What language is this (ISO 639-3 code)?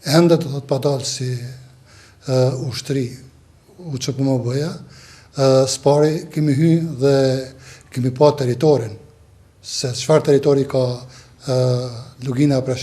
sqi